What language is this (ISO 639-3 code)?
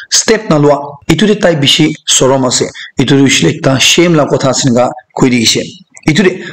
nag